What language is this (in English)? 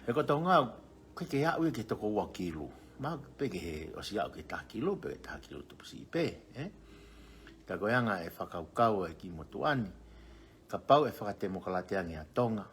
Tongan